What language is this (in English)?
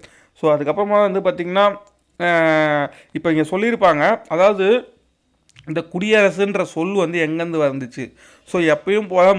Tamil